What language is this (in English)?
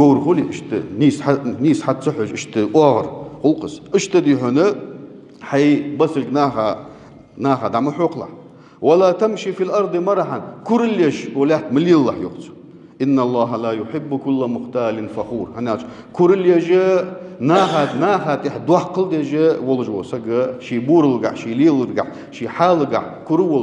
Ingush